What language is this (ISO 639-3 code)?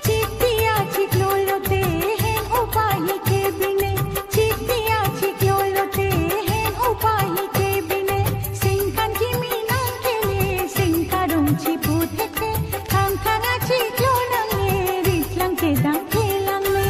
mjw